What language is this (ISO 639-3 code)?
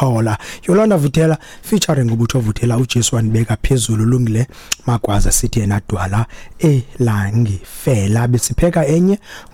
xho